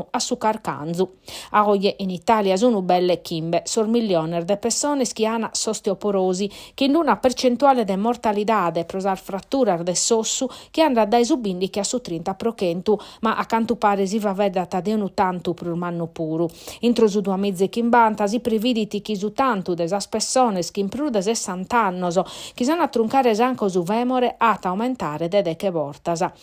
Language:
Sardinian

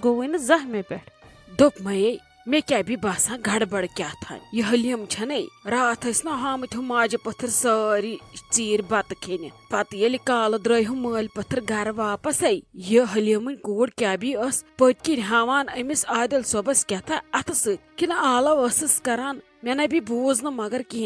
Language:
Kashmiri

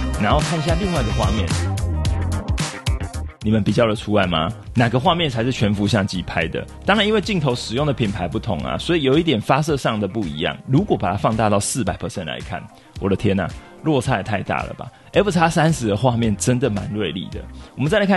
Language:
Chinese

